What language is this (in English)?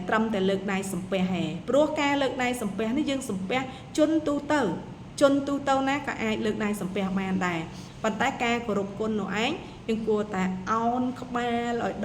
Khmer